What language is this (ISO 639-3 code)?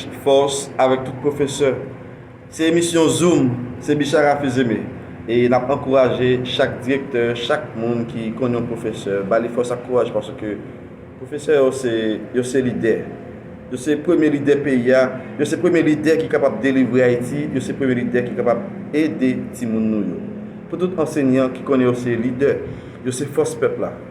hat